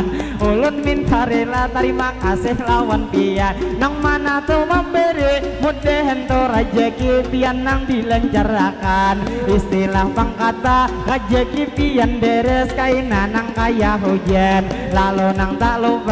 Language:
Banjar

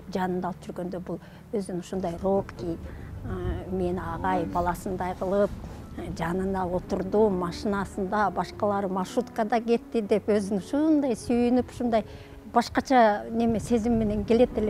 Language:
Kyrgyz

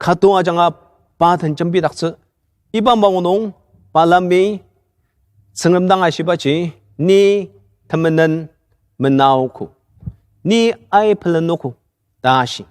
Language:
Ao Naga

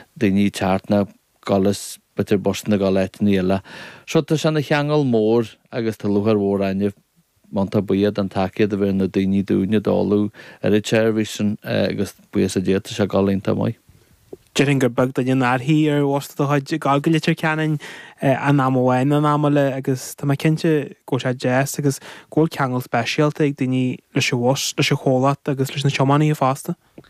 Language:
Irish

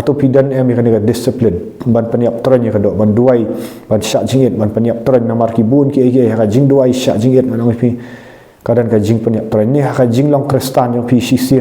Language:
Khasi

